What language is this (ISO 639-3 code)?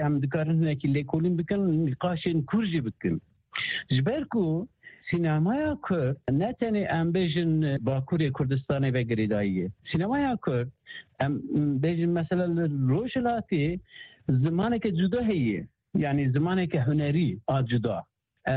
kur